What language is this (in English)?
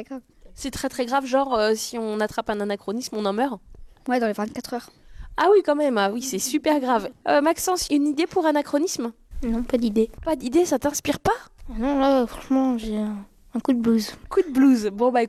French